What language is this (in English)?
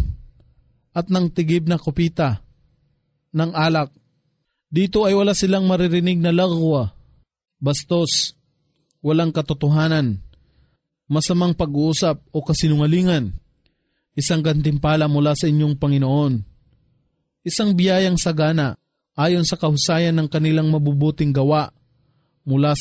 Filipino